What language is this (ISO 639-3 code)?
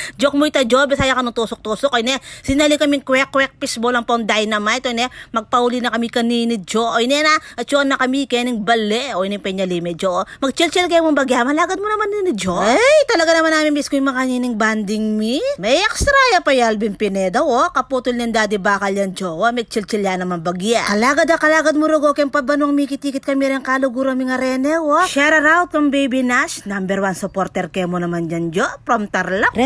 pam